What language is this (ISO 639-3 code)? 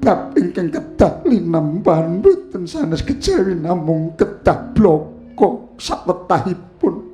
jav